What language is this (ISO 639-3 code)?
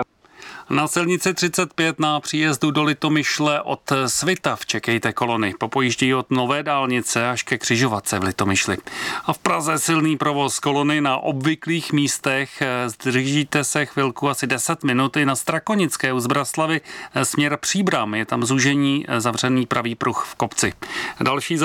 ces